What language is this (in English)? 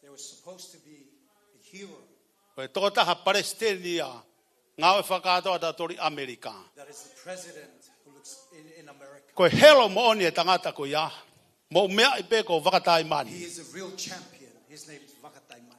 Tongan